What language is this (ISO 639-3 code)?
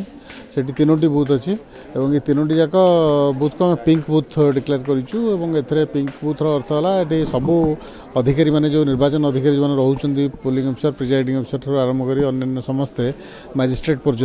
ori